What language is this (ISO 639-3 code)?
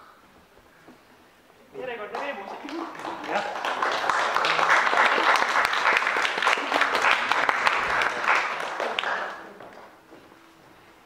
est